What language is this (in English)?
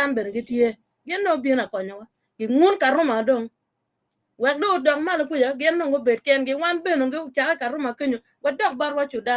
Acoli